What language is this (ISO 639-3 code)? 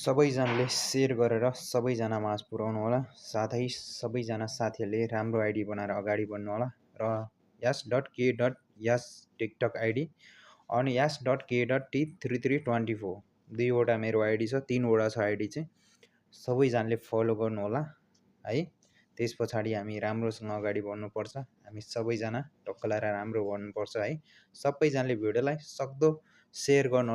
nep